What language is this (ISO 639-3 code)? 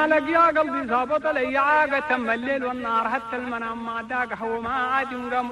shu